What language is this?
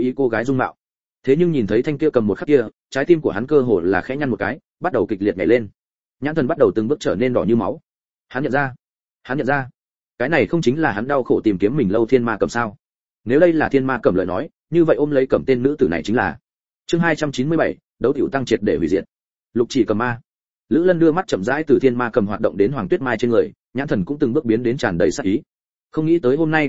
Vietnamese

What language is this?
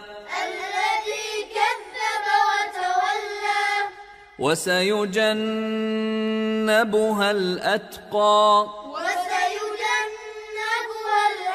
Arabic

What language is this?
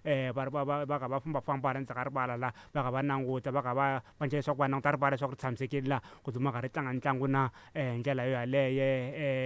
Tsonga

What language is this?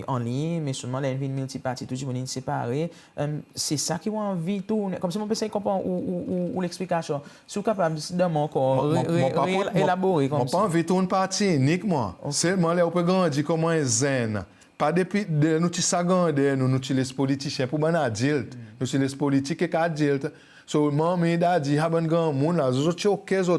Seselwa Creole French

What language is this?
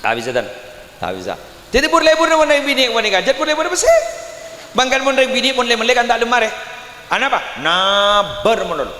Madurese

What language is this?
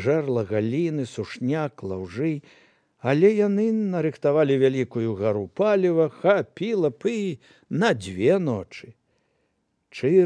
Belarusian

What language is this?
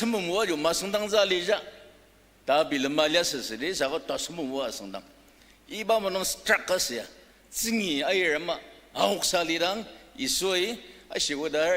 Ao Naga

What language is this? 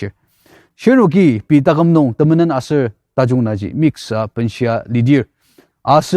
Ao Naga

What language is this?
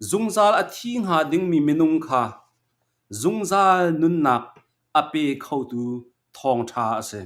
Hakha Chin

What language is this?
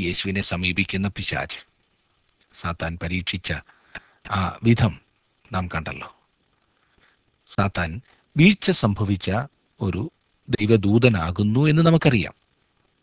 Malayalam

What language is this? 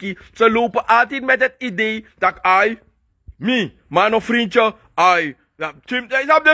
Sranan Tongo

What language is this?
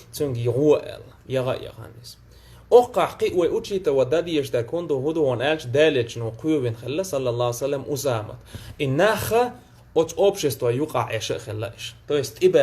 Chechen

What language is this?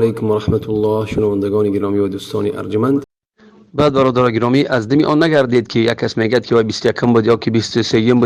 Tajik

